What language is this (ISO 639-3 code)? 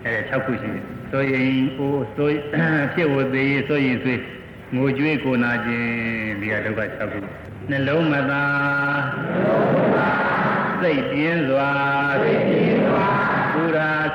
mya